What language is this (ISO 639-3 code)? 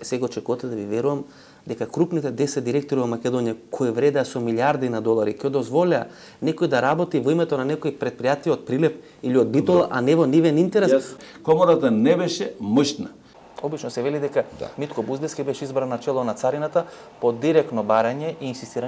mkd